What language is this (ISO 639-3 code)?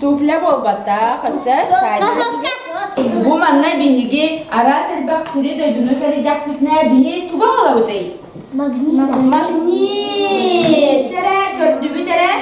sah